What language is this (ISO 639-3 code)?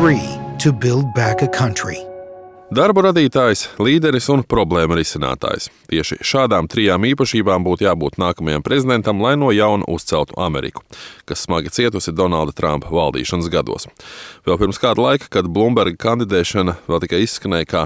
lav